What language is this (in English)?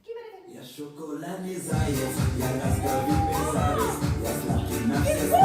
Yakut